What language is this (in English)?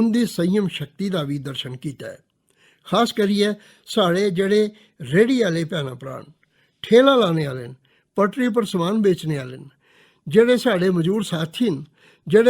Dogri